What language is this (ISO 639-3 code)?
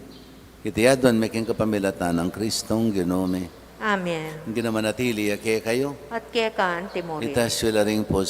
pam